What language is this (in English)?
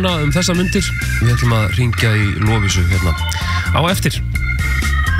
Icelandic